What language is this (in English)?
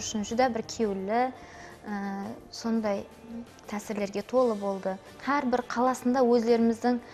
Kara-Kalpak